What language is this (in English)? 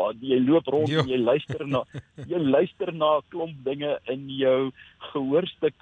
Afrikaans